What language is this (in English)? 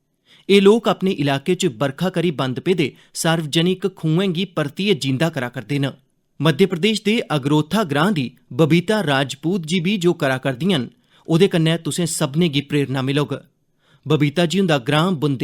Dogri